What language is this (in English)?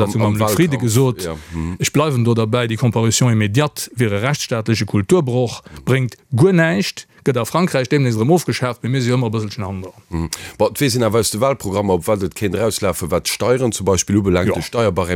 Luxembourgish